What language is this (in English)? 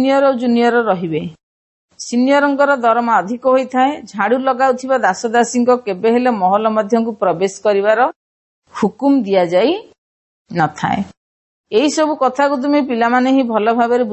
Odia